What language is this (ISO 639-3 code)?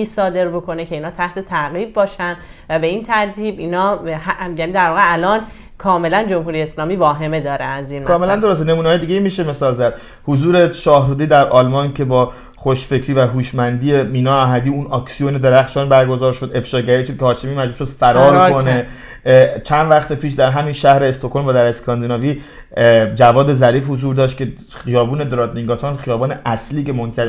fas